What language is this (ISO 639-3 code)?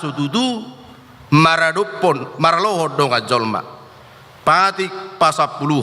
bbc